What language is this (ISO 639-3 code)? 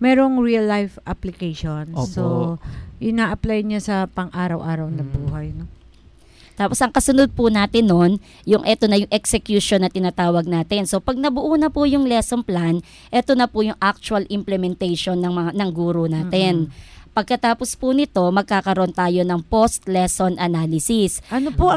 fil